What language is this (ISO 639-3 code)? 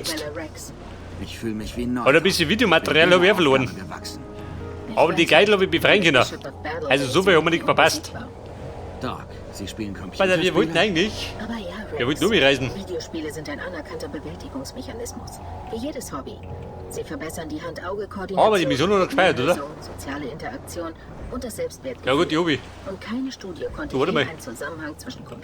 bar